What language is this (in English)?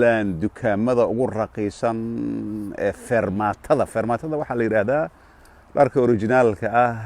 Somali